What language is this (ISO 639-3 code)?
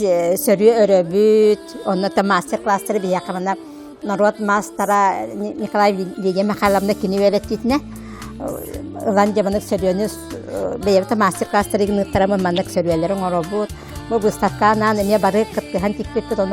sah